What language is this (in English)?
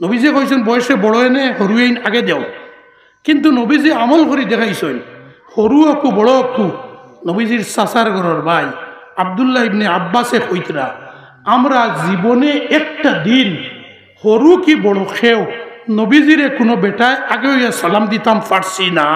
Sylheti